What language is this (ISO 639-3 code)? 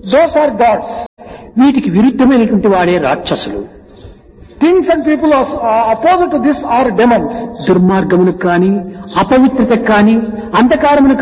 tel